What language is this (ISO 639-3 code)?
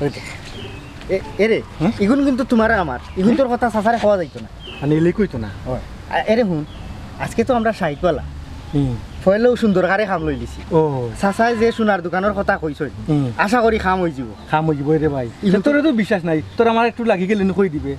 syl